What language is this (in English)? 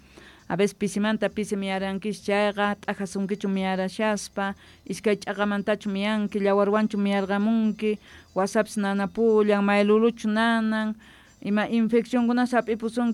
Quechua